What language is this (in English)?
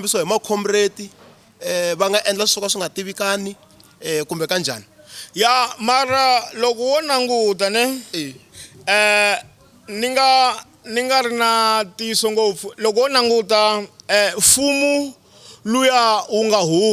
Tsonga